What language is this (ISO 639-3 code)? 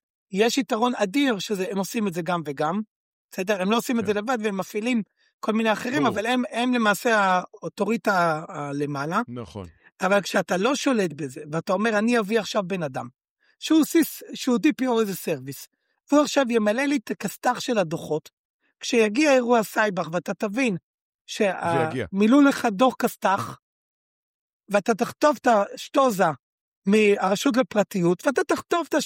heb